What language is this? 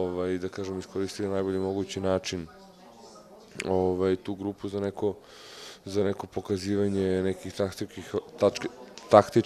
Serbian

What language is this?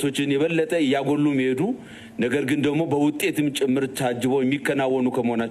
Amharic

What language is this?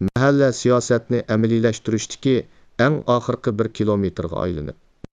Uyghur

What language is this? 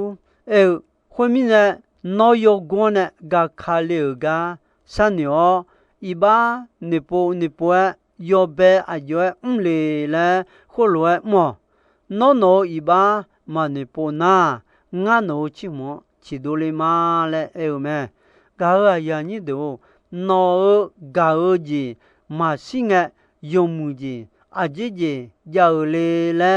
Akha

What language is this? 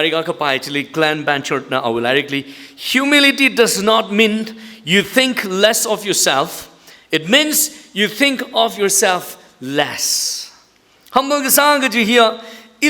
Tangkhul Naga (India)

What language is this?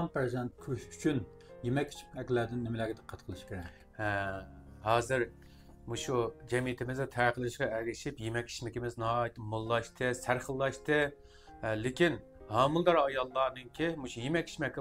Uyghur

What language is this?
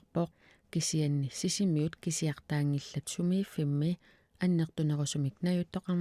Kalaallisut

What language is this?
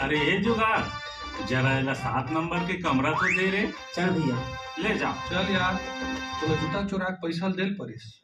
Chhattisgarhi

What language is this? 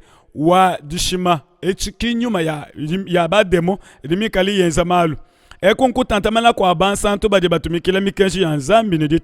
Luba-Lulua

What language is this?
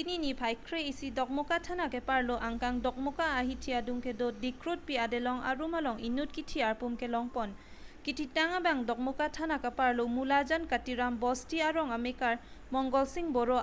Karbi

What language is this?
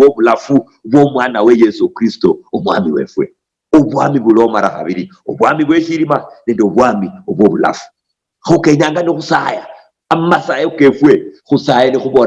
Luyia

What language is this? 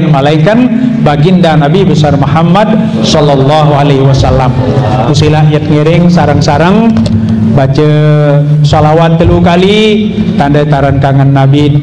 Sasak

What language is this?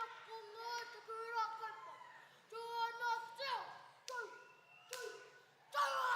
Māori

